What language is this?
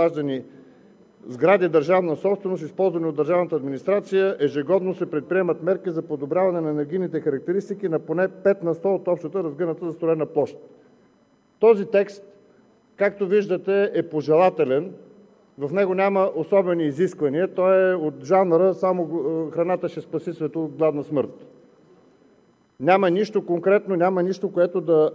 Bulgarian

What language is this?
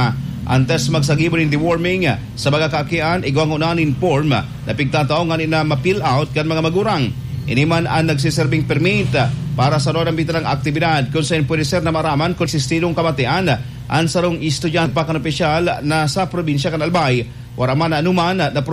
Bikol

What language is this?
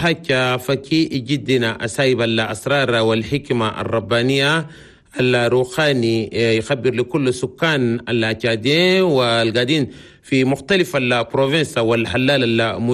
Chadian Arabic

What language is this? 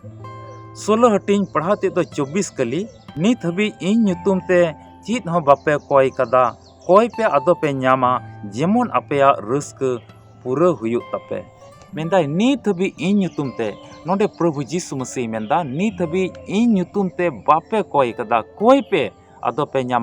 Santali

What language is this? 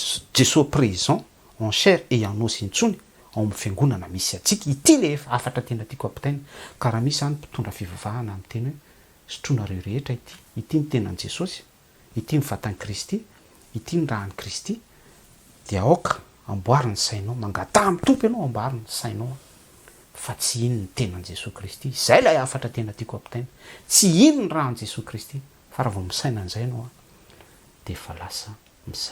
Malagasy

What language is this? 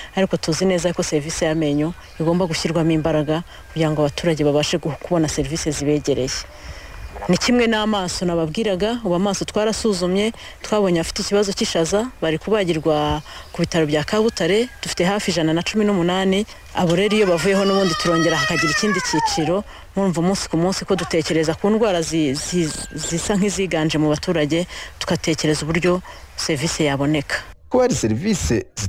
Kinyarwanda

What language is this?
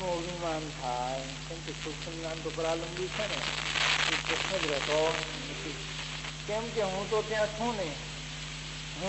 Gujarati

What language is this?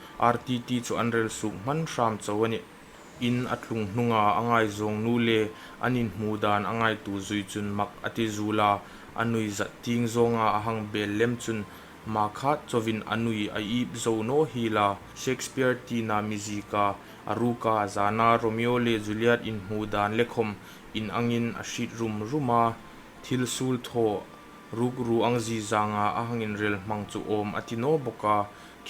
Hmar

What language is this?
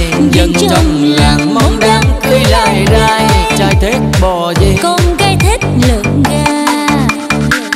Vietnamese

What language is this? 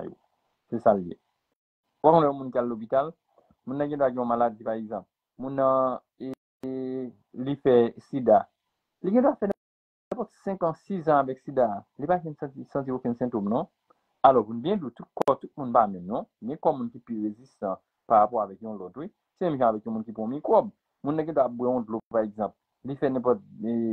Haitian Creole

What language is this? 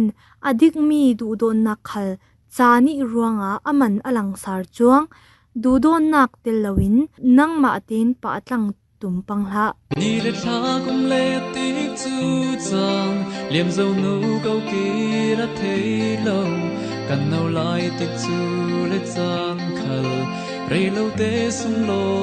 Falam Chin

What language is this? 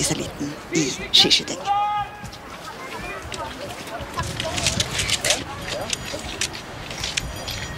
Norwegian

